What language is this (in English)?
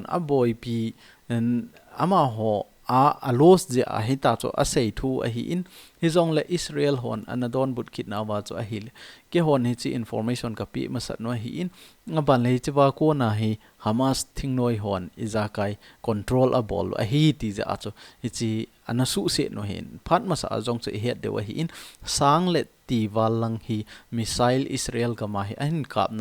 Thado Chin